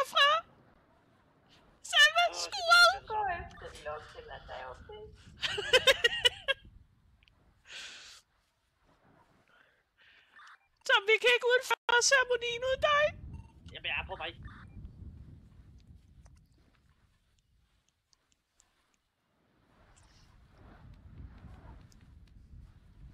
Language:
Danish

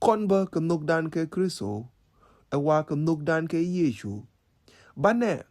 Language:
Nuer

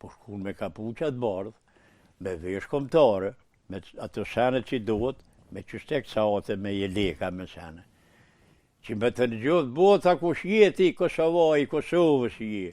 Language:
Albanian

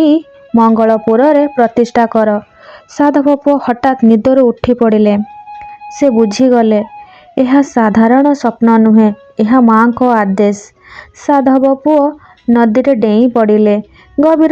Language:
Odia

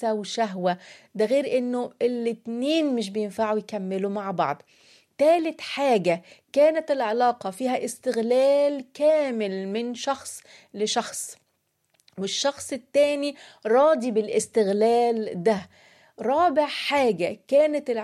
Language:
Egyptian Arabic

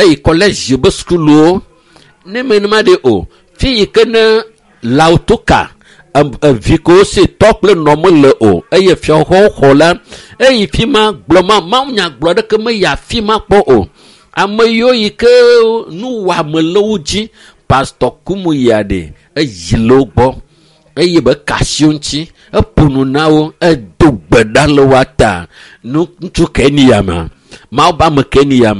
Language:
Ewe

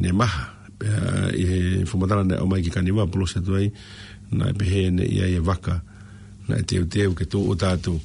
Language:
Tongan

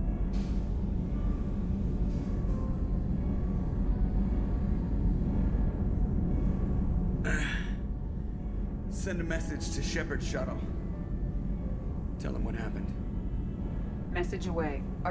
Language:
English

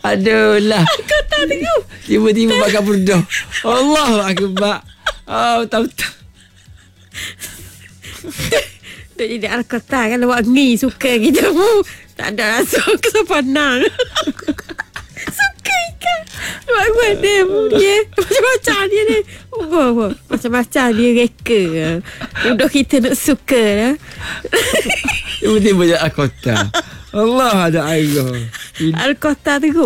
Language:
Malay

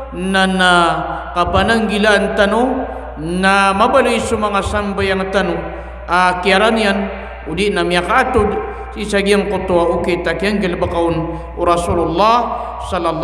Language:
Maranao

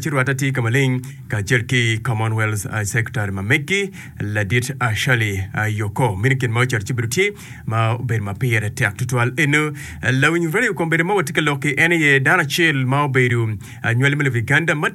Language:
Acoli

